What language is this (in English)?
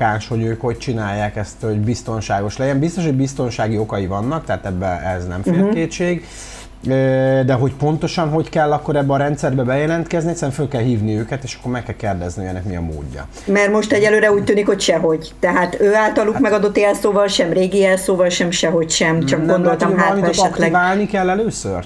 Hungarian